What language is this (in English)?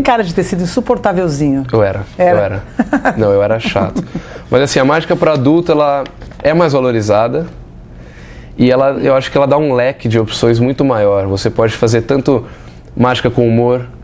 Portuguese